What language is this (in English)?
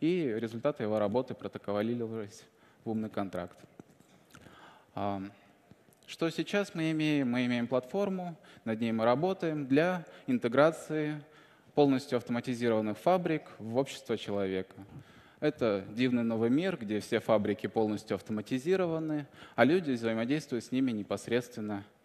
Russian